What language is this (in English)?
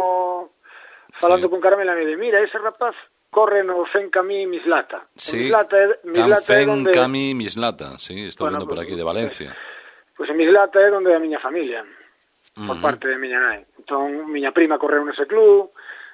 Galician